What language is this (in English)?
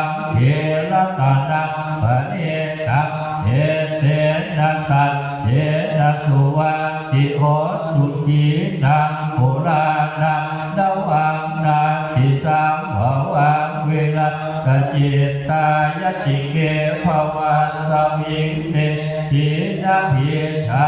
Pali